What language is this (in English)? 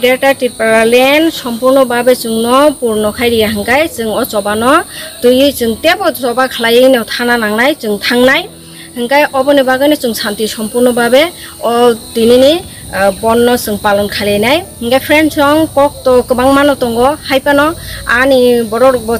Kok Borok